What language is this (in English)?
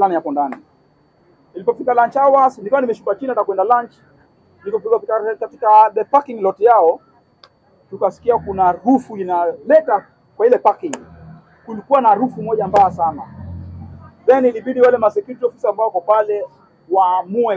Swahili